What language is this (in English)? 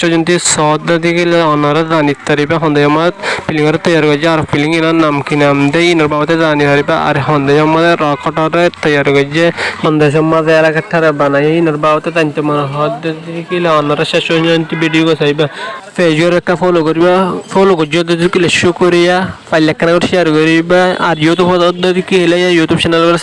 Rohingya